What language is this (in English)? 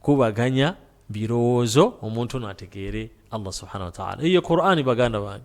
Ganda